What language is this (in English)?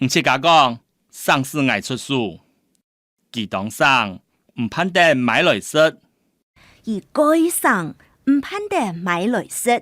Hakka Chinese